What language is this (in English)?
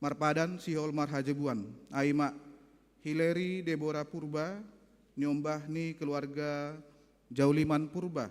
Batak Simalungun